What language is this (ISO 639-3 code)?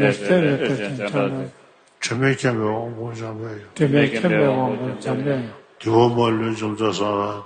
bod